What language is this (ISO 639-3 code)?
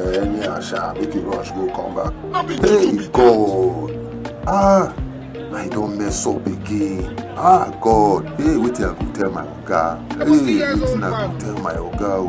pcm